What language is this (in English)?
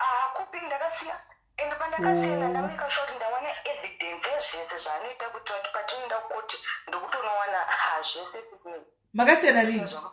Shona